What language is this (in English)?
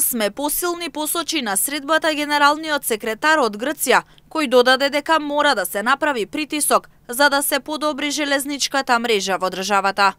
Macedonian